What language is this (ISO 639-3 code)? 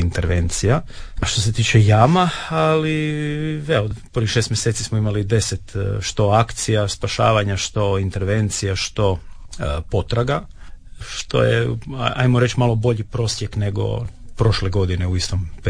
hrv